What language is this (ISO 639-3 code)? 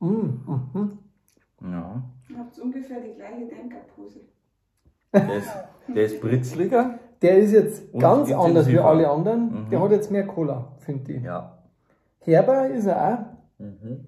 bar